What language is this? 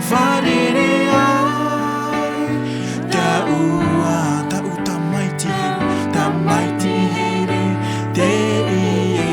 Tahitian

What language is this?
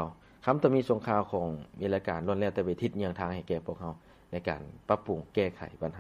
Lao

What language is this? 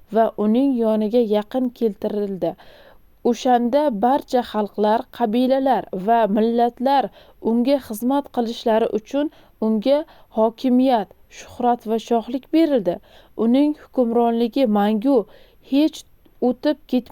Uzbek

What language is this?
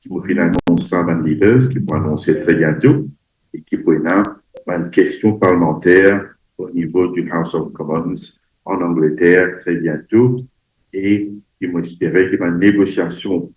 Morisyen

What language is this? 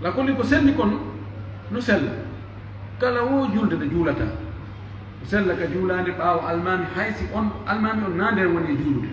Pular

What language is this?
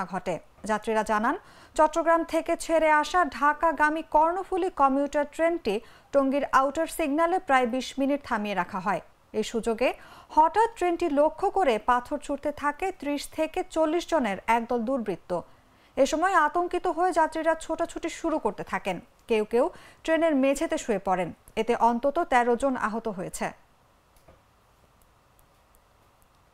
Bangla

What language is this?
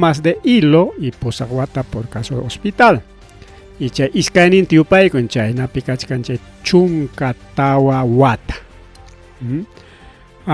Ayacucho Quechua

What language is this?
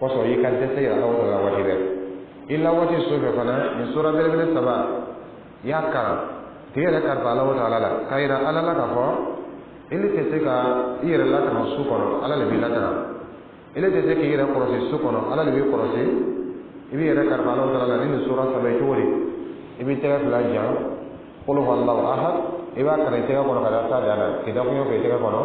Dyula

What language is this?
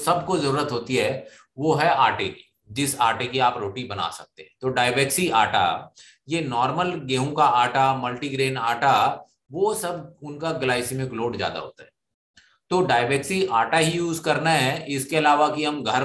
Hindi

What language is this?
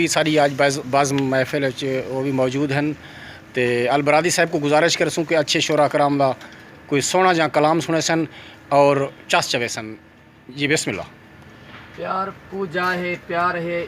Saraiki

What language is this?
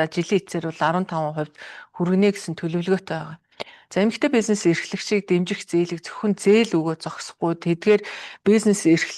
Mongolian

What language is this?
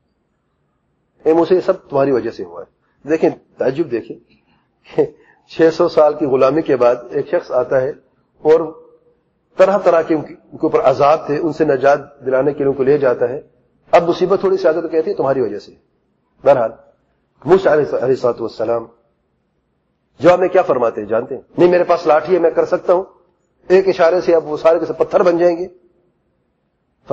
Urdu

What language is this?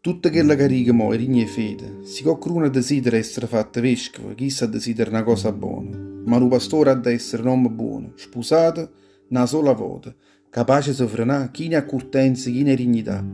Neapolitan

